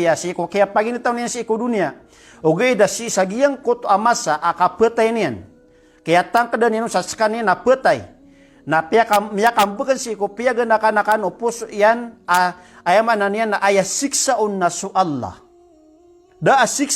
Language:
Maranao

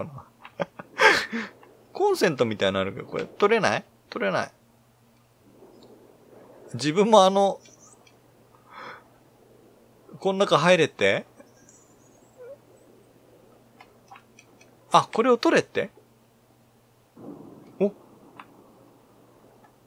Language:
Japanese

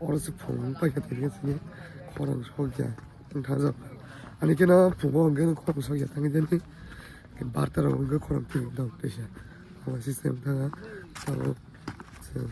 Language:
Kok Borok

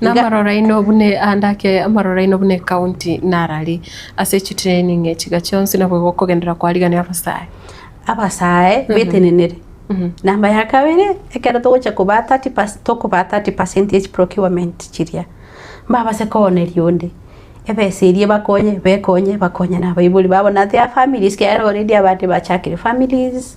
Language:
Gusii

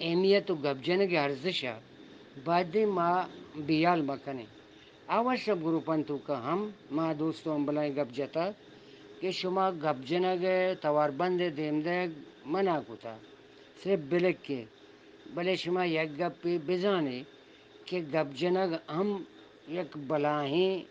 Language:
Eastern Balochi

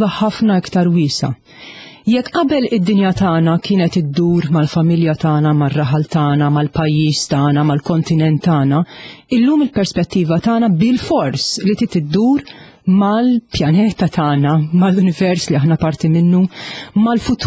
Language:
Maltese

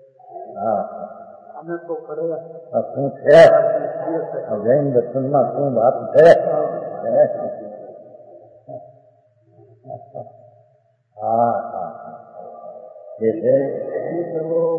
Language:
Gujarati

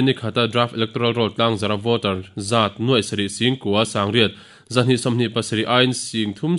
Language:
Mizo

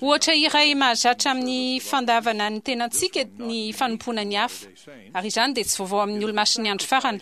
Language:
Malagasy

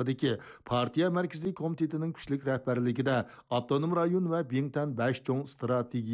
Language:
Uyghur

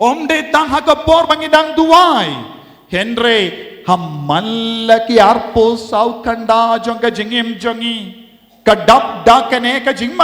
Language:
Khasi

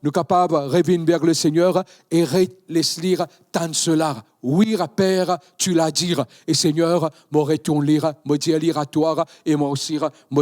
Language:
Morisyen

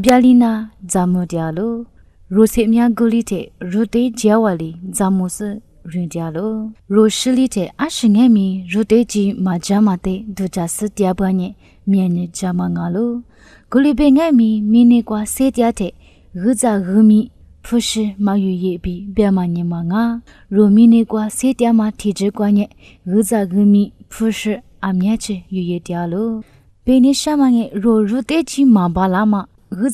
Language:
Lisu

